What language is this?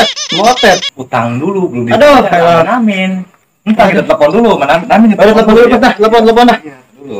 Betawi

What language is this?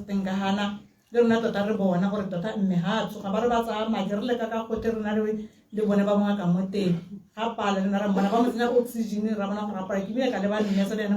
Tswana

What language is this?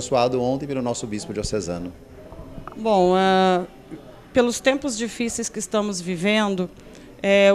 Portuguese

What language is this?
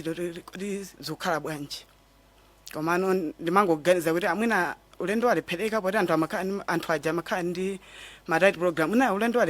Nyanja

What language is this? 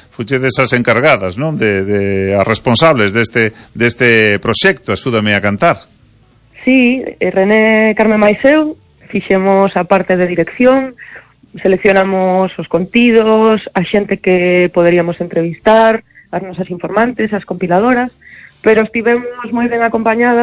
Galician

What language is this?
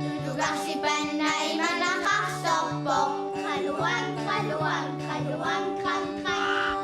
Kalaallisut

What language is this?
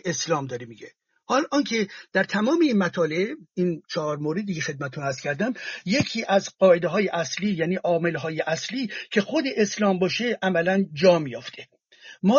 Persian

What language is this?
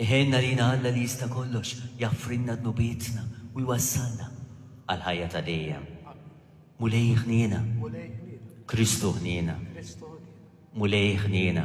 Maltese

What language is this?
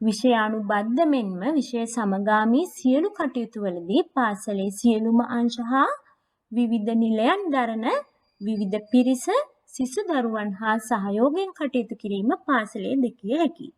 Sinhala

